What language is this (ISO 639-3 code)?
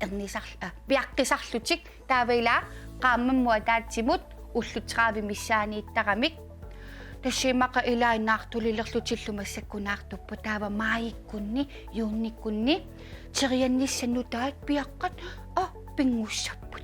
kal